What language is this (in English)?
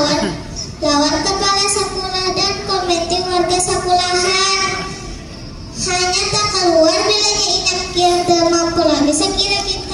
Banjar